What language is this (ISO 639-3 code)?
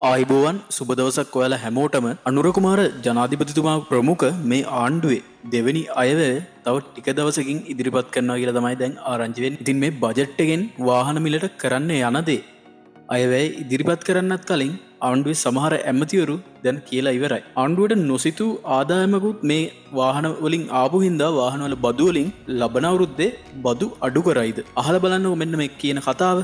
sin